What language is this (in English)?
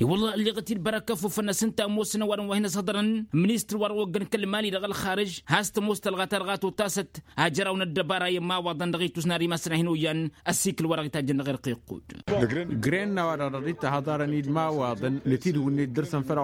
Tamasheq